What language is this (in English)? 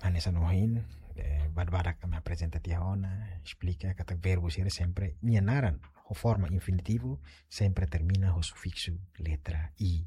Tetum